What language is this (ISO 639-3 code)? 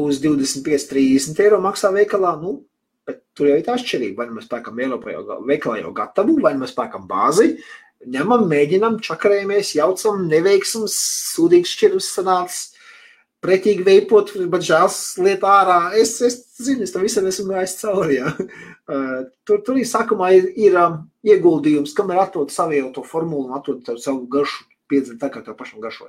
lav